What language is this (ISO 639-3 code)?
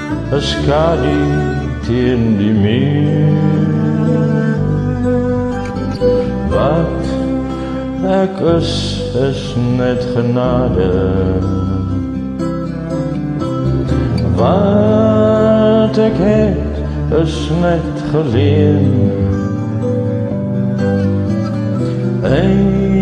afr